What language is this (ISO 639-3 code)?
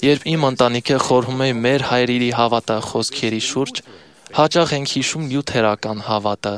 hye